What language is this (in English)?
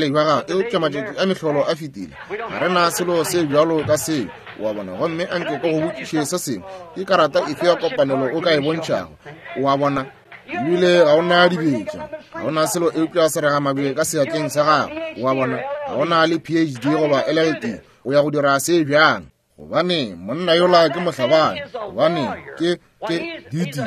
Northern Sotho